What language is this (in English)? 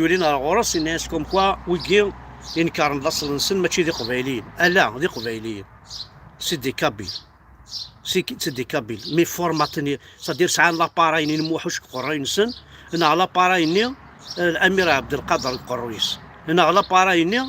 Kabyle